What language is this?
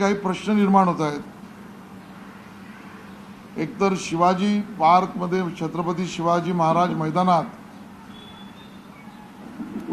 Marathi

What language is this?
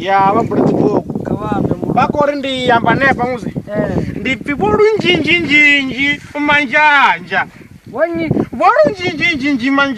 Venda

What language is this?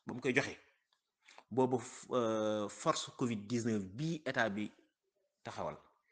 Wolof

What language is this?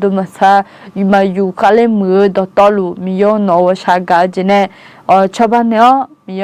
Akha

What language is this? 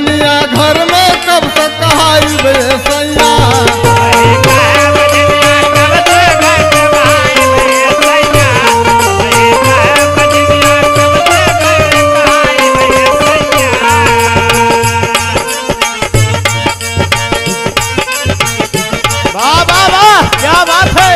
Bhojpuri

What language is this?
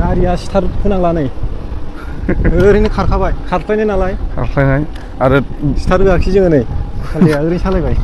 Bodo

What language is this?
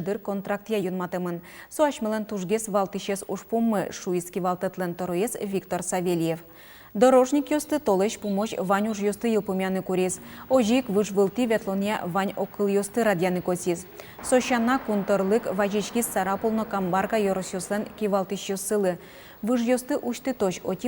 Udmurt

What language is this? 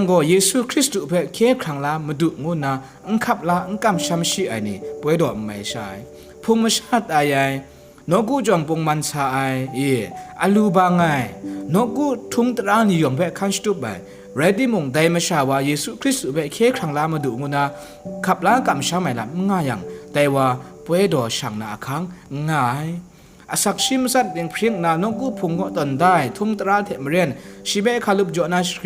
Kachin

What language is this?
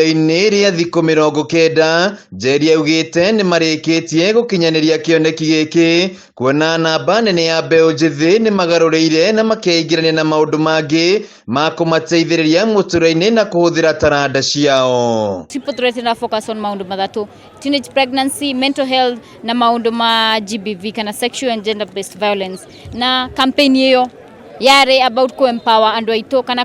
Kikuyu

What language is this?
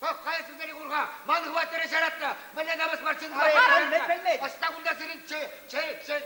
Chuvash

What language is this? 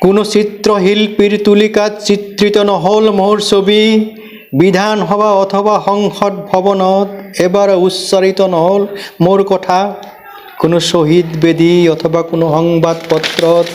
Assamese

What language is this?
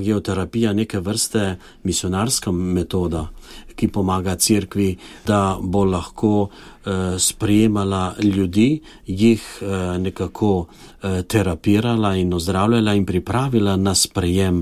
Slovenian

